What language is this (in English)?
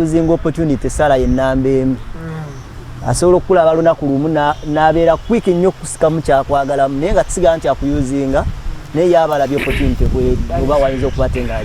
Ganda